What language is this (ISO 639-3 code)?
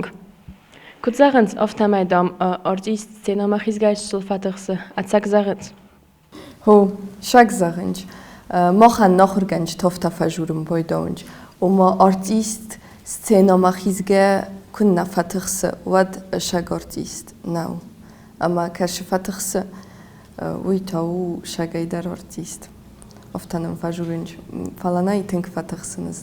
oss